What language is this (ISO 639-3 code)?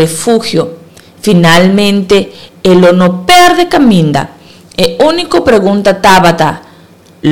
pap